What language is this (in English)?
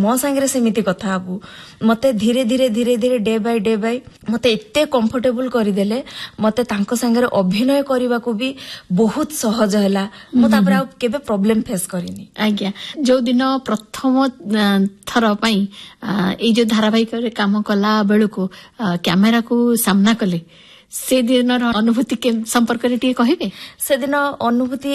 Odia